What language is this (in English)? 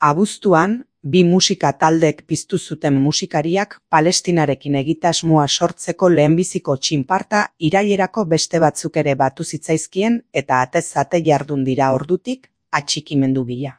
Basque